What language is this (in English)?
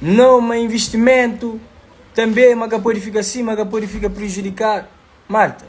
Kabuverdianu